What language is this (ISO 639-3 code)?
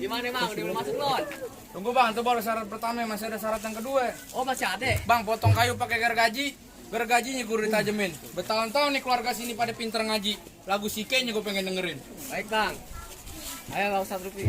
bew